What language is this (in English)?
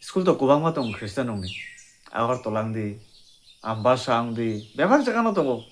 Kok Borok